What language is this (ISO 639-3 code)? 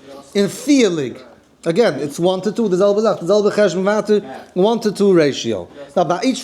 yid